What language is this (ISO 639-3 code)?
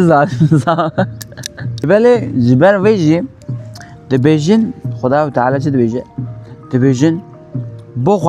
kur